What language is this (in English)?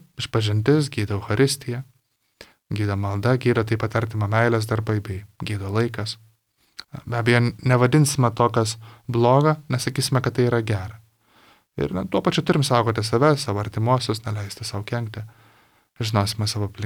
Lithuanian